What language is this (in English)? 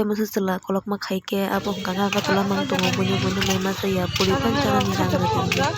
Kok Borok